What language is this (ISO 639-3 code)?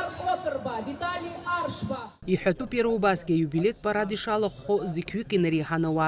abk